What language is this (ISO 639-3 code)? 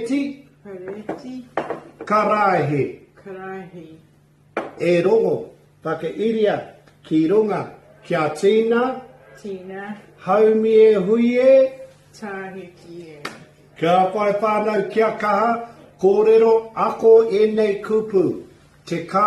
mri